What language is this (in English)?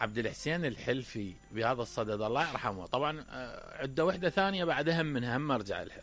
Mesopotamian Arabic